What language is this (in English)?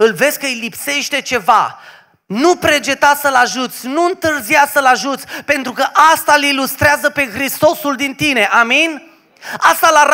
Romanian